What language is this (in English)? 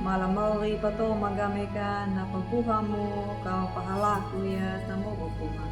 Anakalangu